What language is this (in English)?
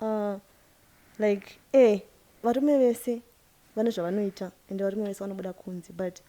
Shona